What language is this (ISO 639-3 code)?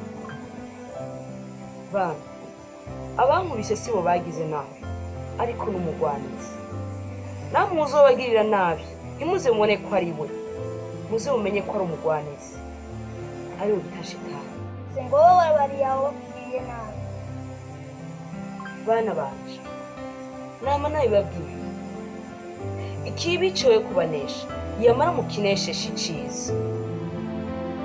run